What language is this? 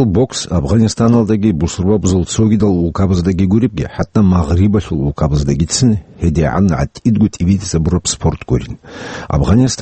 Avaric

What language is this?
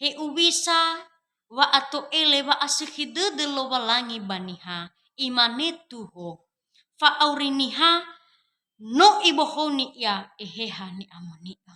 Nias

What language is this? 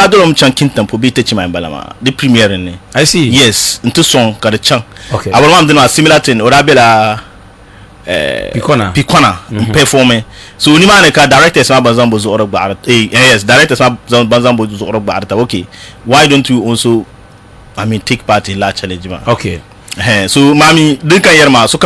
Dagbani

